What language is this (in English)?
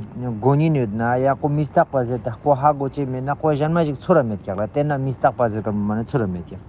Ladakhi